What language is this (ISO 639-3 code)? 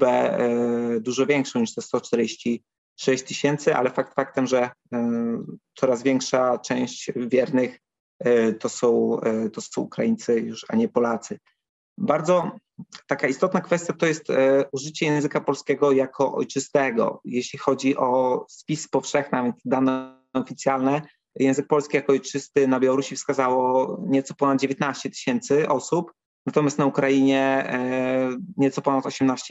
pol